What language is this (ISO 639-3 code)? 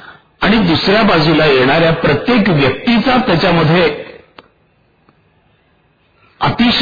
mar